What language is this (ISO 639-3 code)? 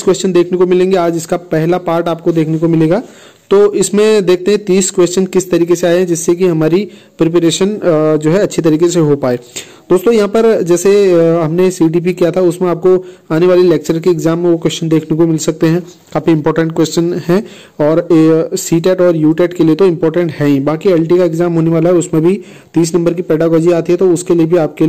hin